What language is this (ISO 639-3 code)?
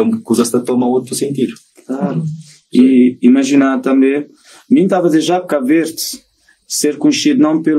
kea